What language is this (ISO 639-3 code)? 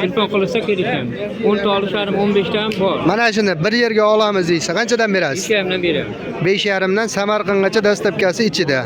uzb